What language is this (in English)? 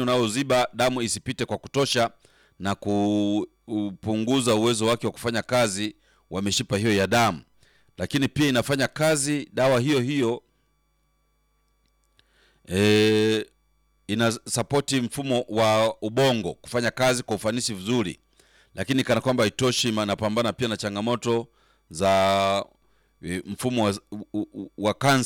Swahili